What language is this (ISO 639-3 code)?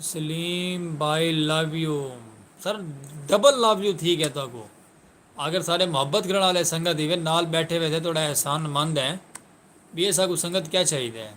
skr